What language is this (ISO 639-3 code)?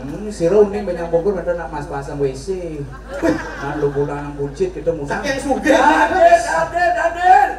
ban